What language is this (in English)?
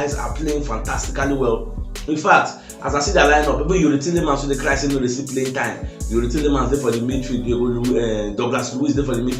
Nigerian Pidgin